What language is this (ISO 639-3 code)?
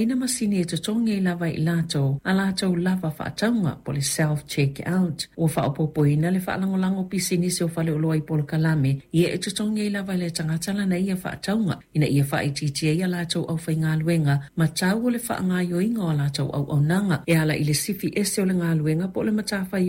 smo